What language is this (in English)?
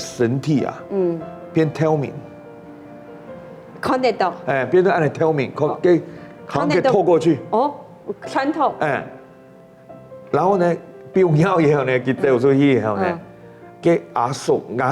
Hakka Chinese